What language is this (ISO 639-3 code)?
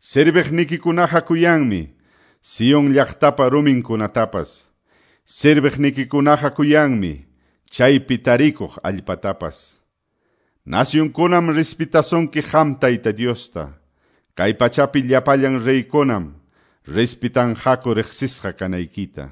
que